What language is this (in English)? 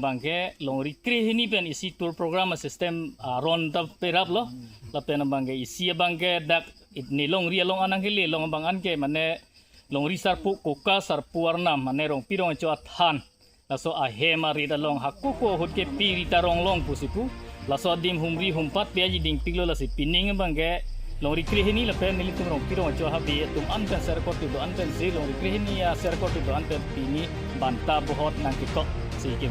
Karbi